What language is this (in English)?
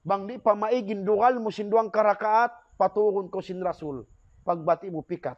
Tausug